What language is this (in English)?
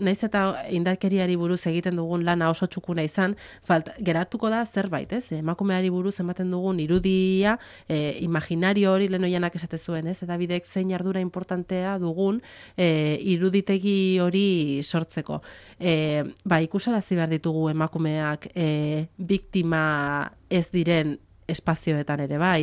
Basque